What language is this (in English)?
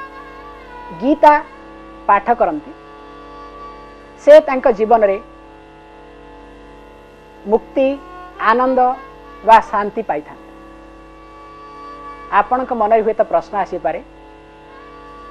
Odia